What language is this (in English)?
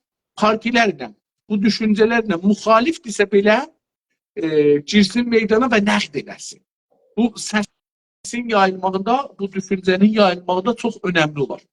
South Azerbaijani